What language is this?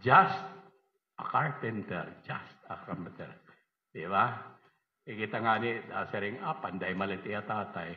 Waray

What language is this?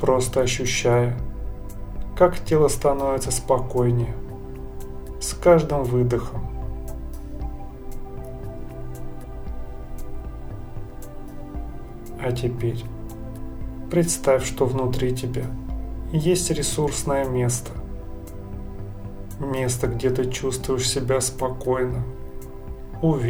Russian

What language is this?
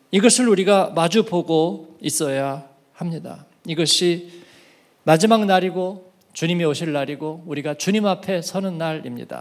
Korean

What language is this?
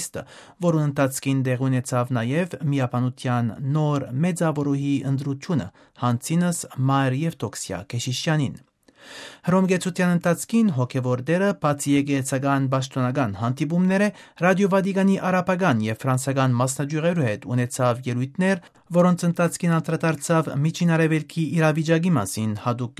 Armenian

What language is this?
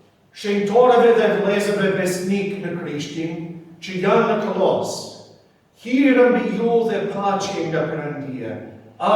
Albanian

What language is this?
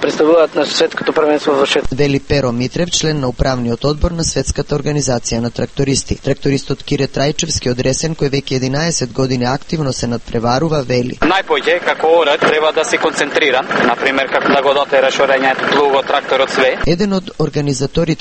Macedonian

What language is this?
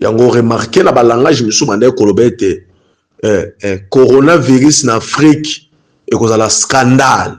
Lingala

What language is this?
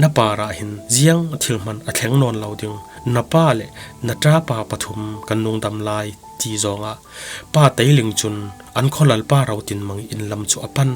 Falam Chin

